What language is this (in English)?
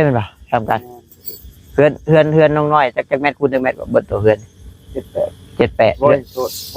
Northeastern Thai